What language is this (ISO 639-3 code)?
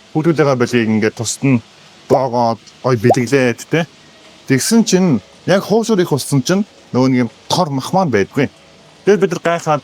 mon